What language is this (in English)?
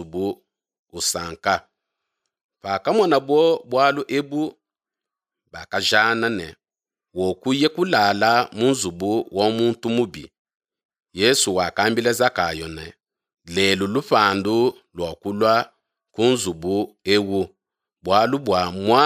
Luba-Lulua